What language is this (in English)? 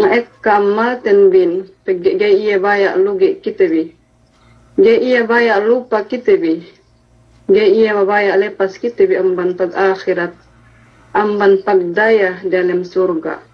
Yakan